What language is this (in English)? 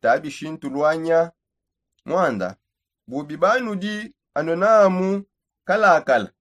Songe